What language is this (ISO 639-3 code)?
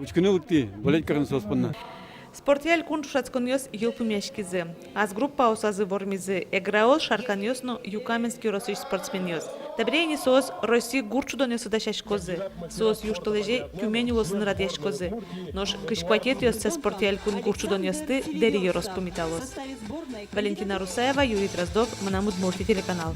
udm